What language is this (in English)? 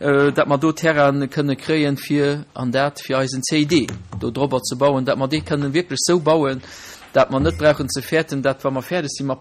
Luxembourgish